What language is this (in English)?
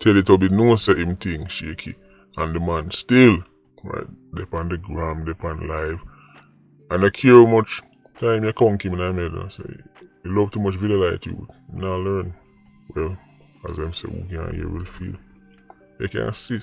Jamaican Creole English